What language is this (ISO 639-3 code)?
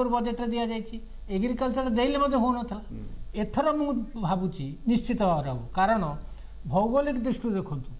ori